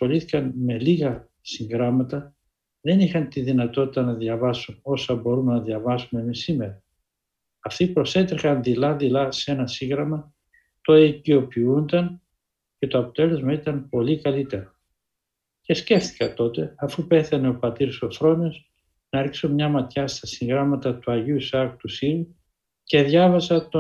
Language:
Greek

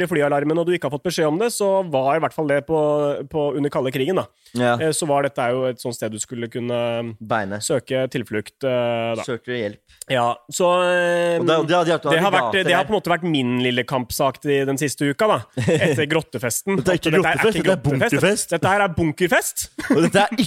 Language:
Norwegian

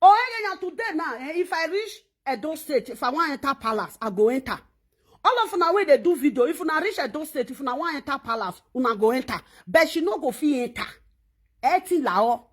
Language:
Nigerian Pidgin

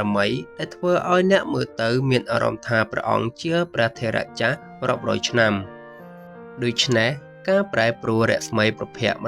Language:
Khmer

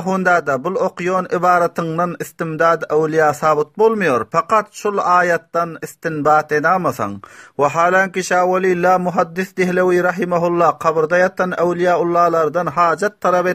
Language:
Turkmen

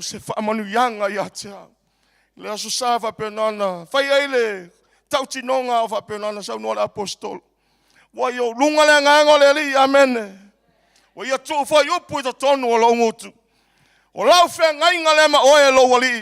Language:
Samoan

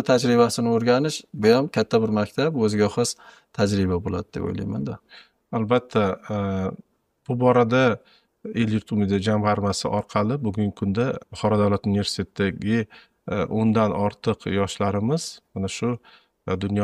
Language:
Uzbek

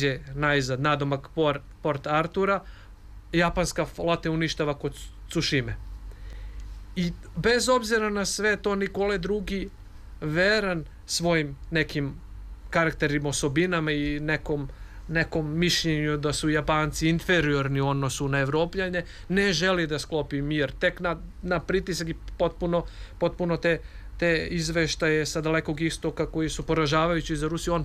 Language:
Serbian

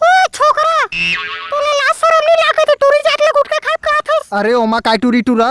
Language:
Chhattisgarhi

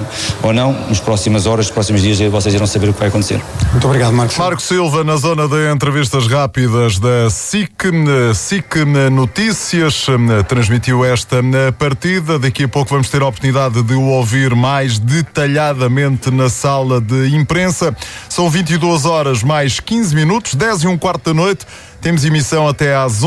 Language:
Portuguese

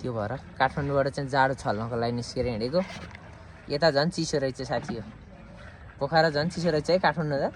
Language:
Nepali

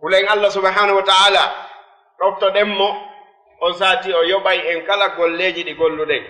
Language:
Fula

